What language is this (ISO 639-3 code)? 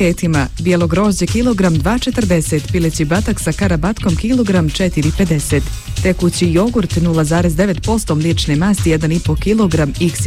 hrv